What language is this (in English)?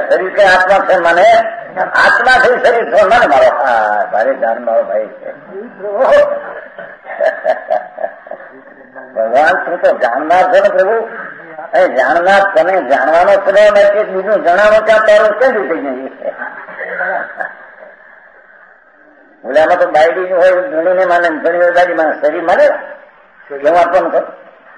Gujarati